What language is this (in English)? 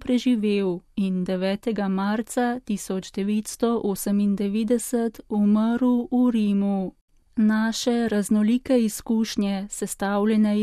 Slovenian